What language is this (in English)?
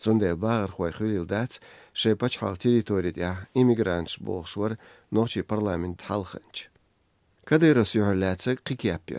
Chechen